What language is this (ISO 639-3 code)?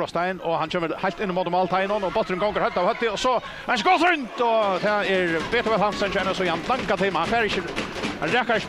fao